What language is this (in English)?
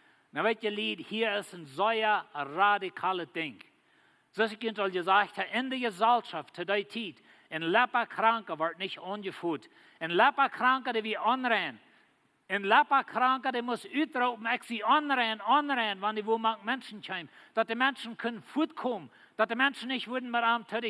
Plautdietsch